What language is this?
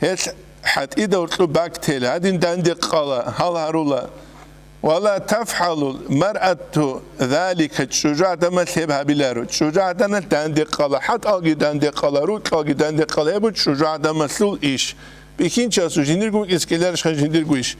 Avaric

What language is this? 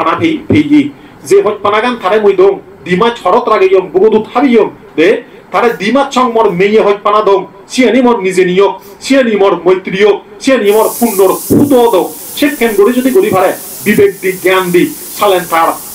Chakma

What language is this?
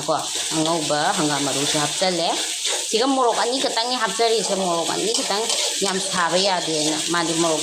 Manipuri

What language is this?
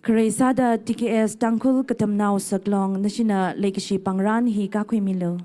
Tangkhul Naga (India)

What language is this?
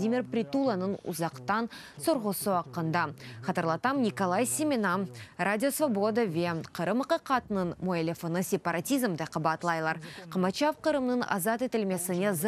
Crimean Tatar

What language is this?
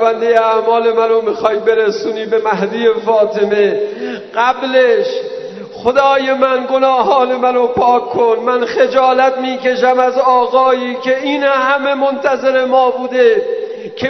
Persian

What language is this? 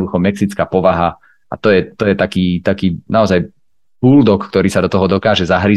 Slovak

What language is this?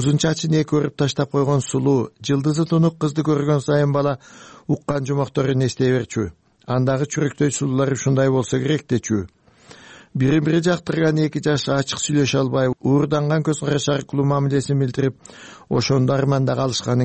Kyrgyz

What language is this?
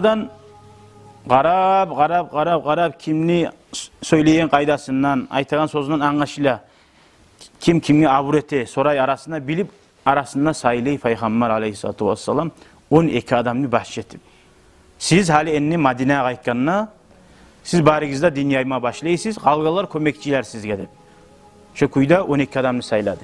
Kumyk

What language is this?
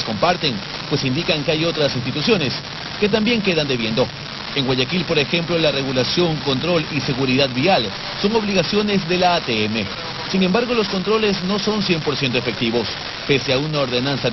Spanish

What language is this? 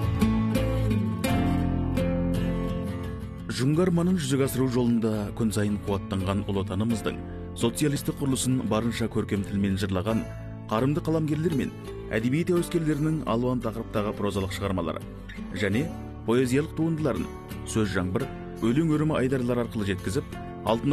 Kazakh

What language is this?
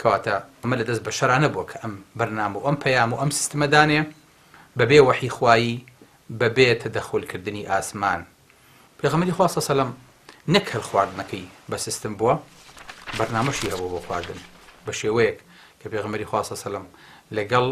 Central Kurdish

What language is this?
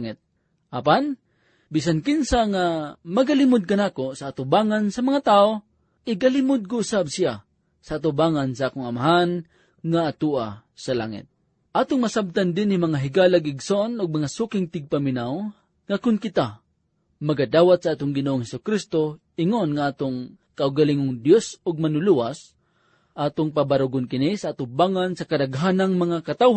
Cebuano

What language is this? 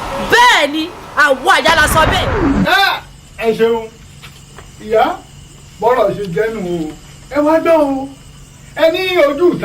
Yoruba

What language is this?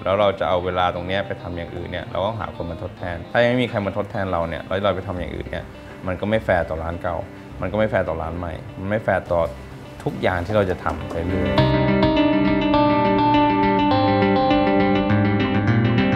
Thai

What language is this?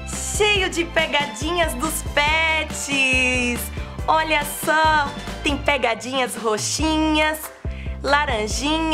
Portuguese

